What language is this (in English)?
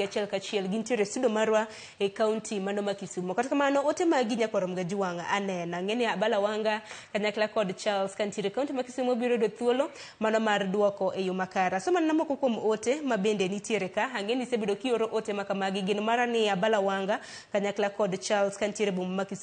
Luo (Kenya and Tanzania)